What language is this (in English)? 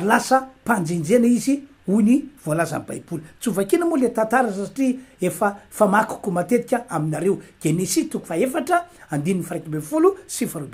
Malagasy